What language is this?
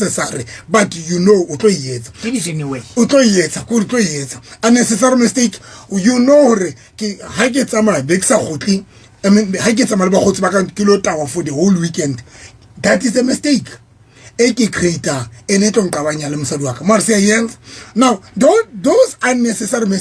Southern Sotho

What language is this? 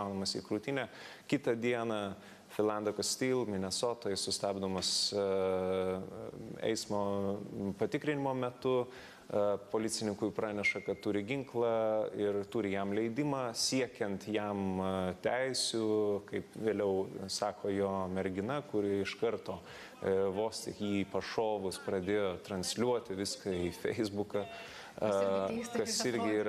Lithuanian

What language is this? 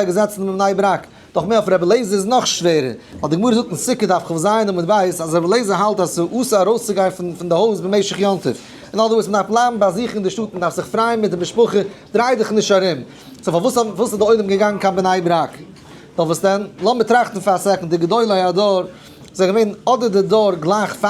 Yiddish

